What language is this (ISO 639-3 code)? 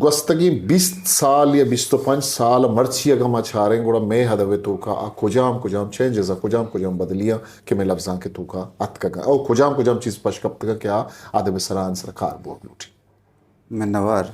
bgp